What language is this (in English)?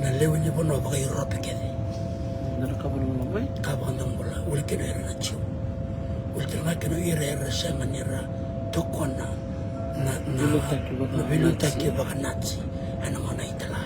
Fijian